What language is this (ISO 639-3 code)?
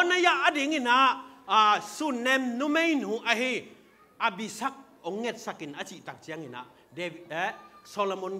ctd